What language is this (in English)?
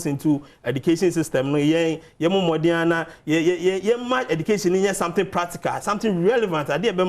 Akan